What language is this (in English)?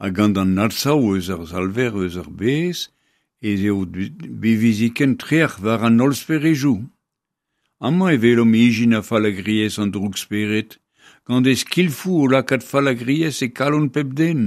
Breton